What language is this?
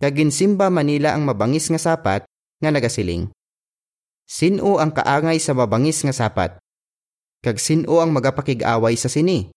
Hiligaynon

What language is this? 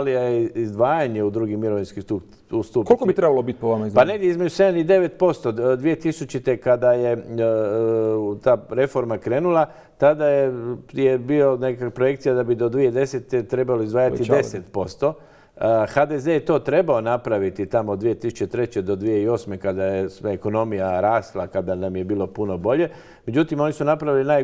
Croatian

